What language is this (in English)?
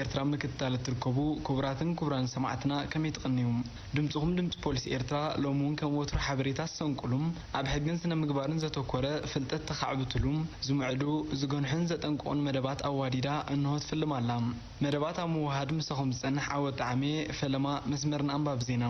Tigrinya